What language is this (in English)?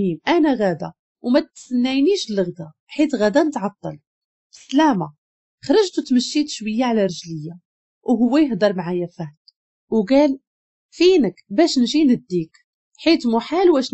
Moroccan Arabic